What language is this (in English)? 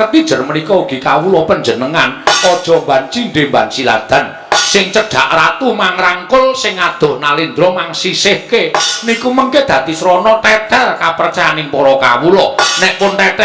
Javanese